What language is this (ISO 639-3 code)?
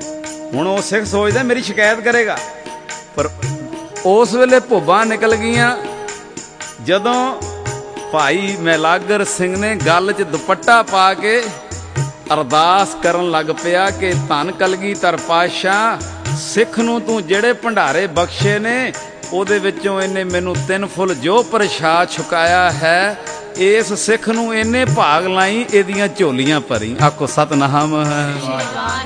pan